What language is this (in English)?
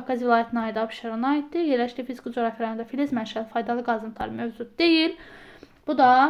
Azerbaijani